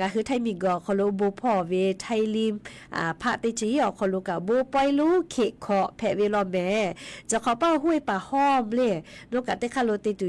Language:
Lahu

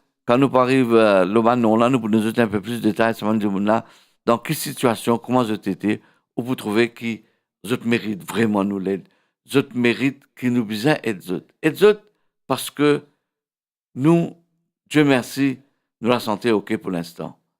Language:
Morisyen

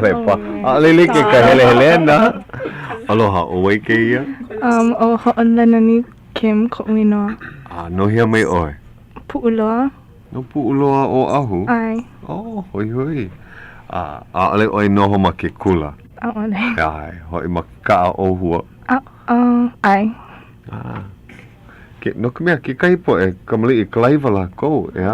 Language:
Hawaiian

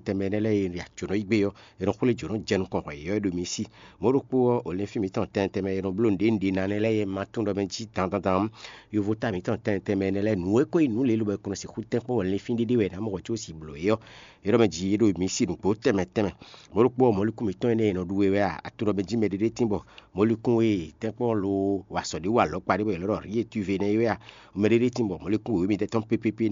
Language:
Fon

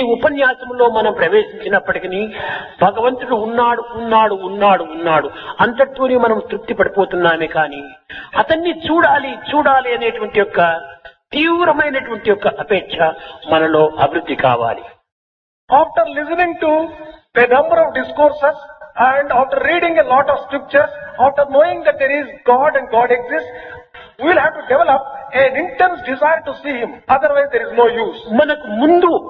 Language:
Telugu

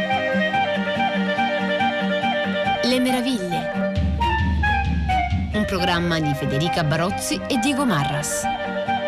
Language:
Italian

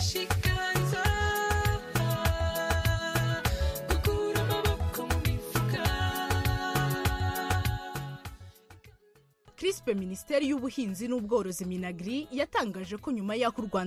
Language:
Kinyarwanda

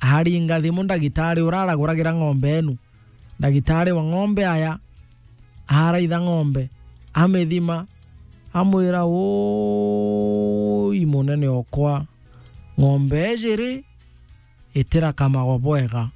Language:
Meru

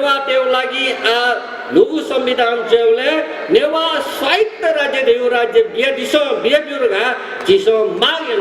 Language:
Newari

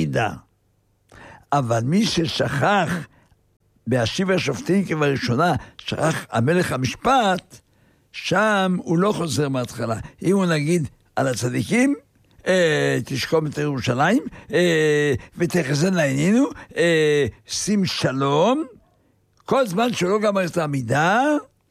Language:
Hebrew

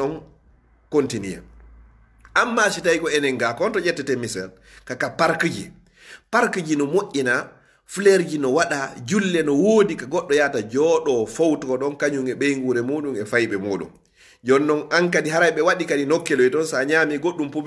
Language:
Fula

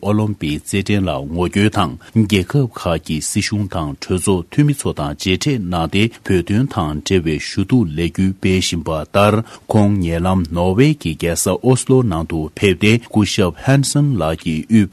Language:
Tibetan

